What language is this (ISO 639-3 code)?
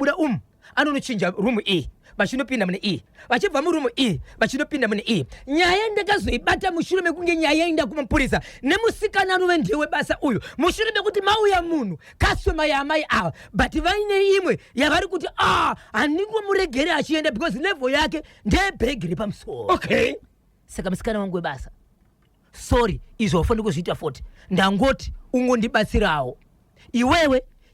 sna